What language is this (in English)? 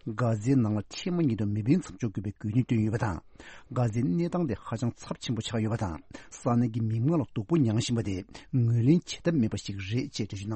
Tibetan